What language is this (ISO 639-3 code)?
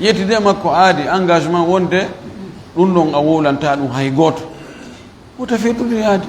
ful